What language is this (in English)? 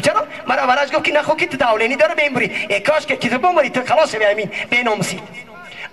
Tajik